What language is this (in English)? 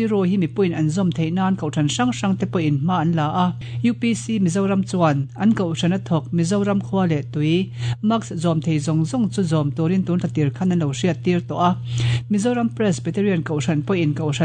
Mizo